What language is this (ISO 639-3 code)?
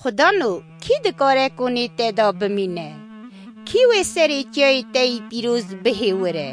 kur